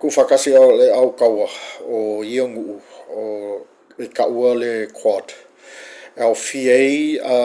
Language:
Samoan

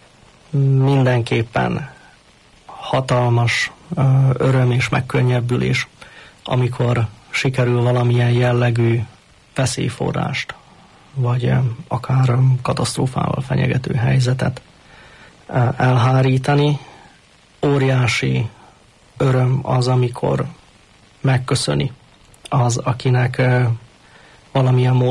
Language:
Hungarian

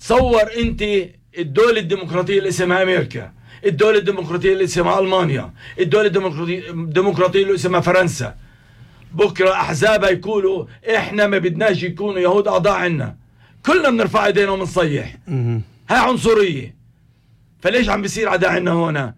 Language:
North Levantine Arabic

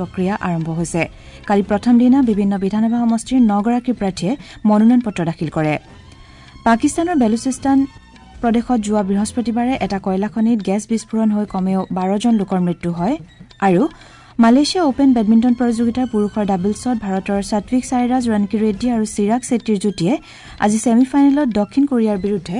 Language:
Assamese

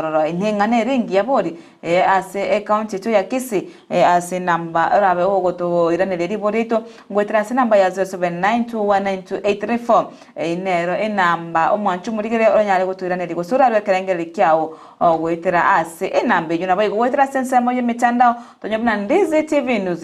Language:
Gusii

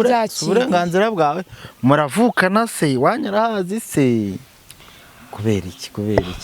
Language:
Kinyarwanda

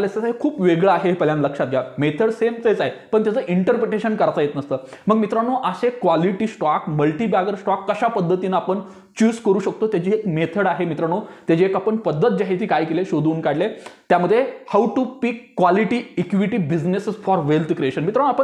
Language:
Marathi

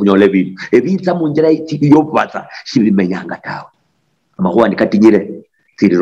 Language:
Luyia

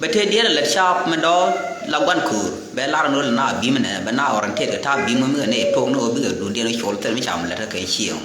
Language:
Nuer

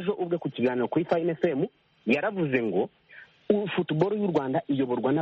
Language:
Kinyarwanda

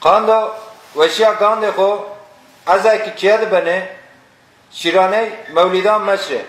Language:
Zaza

